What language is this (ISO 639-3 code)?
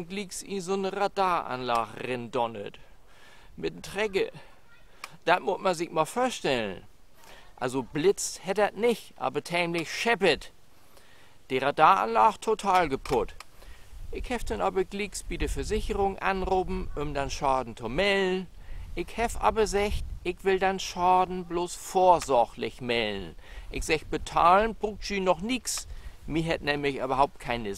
nds